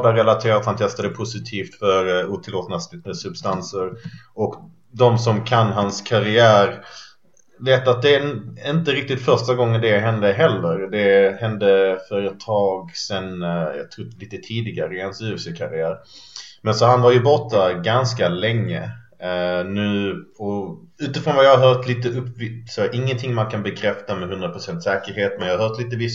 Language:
Swedish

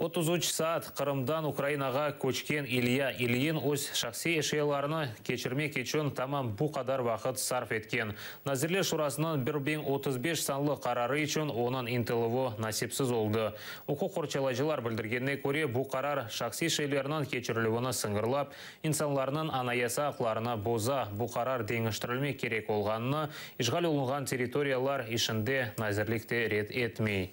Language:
Crimean Tatar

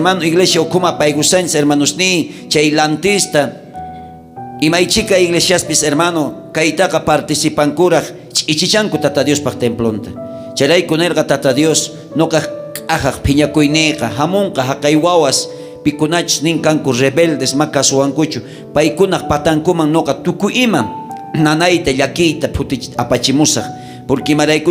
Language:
South Bolivian Quechua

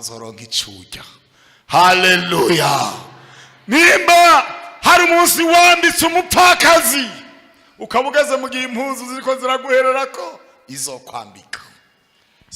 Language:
Rundi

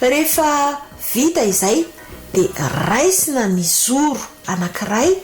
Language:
Malagasy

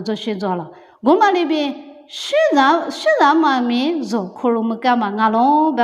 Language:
Lisu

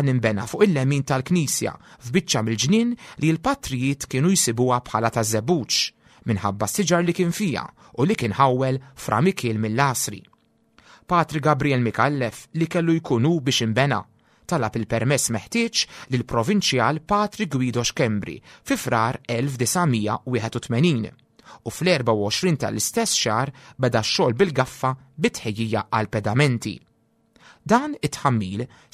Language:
Maltese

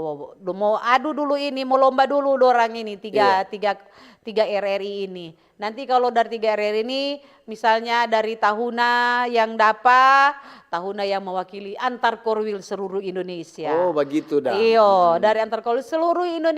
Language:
Manado Malay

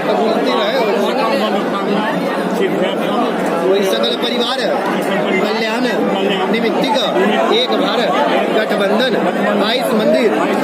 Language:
Maithili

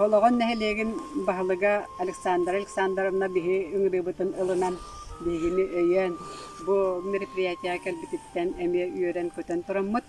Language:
Yakut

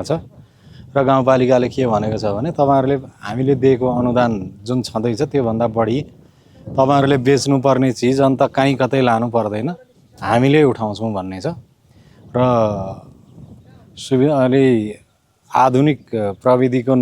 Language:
Nepali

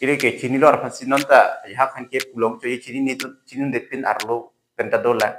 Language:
Karbi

